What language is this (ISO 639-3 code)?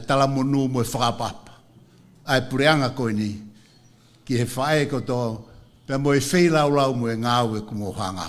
ton